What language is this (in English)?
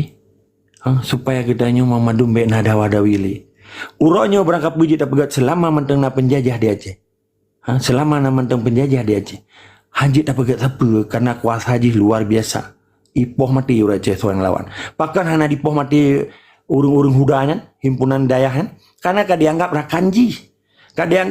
Achinese